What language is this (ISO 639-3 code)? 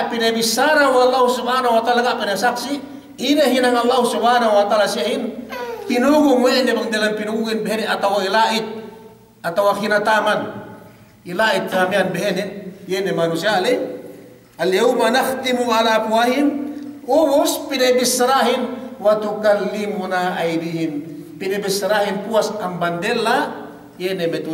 yka